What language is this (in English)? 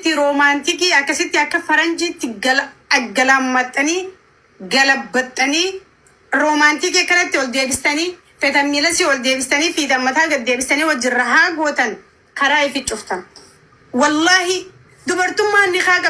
Oromo